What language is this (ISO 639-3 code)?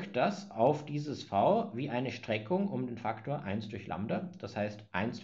deu